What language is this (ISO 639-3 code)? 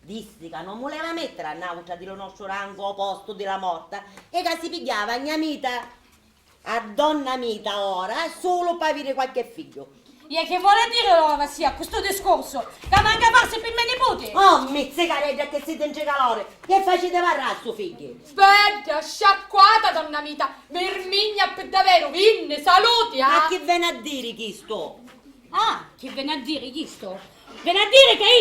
scn